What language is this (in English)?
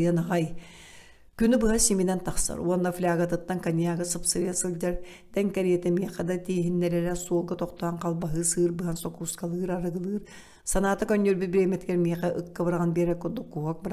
Yakut